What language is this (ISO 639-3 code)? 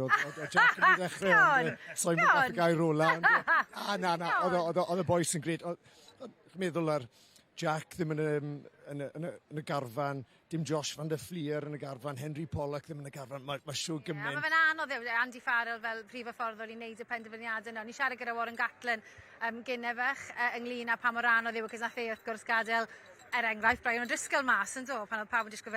cym